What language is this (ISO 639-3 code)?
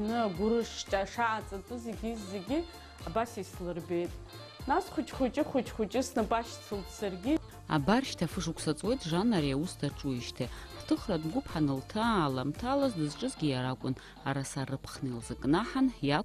abk